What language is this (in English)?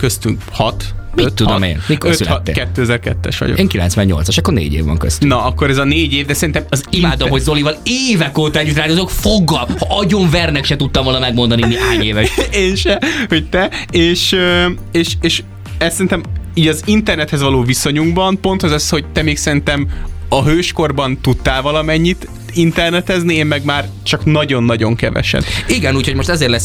Hungarian